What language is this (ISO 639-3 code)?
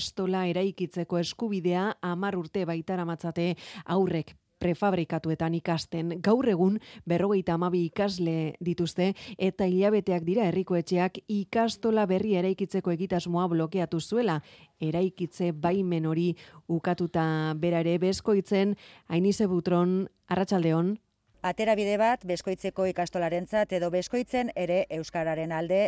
eus